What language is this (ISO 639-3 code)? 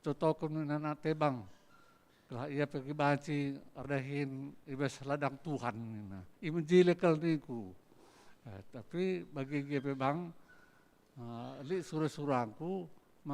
btx